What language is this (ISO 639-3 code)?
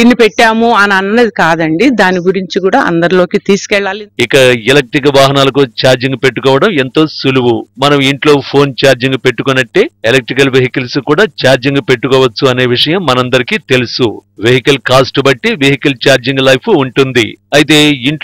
tel